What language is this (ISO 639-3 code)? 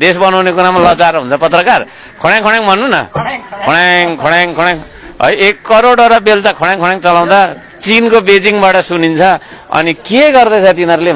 nep